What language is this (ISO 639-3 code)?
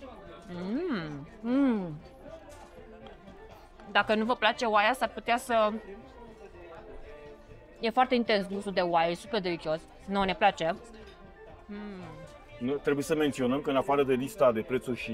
ron